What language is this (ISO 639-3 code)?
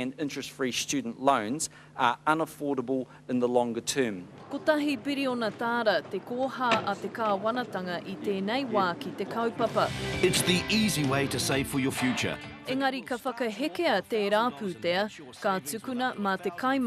mri